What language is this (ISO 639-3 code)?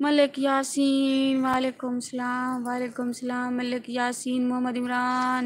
skr